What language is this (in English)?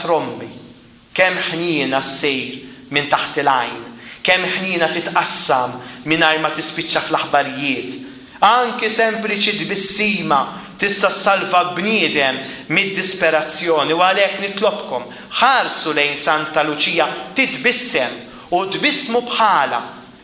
Maltese